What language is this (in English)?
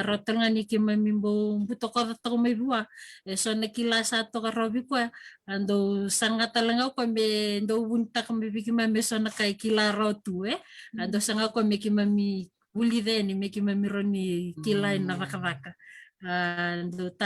Fijian